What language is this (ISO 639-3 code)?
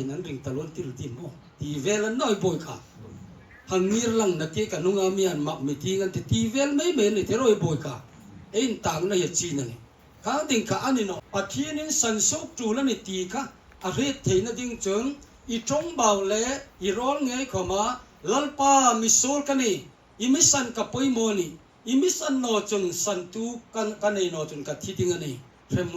hmr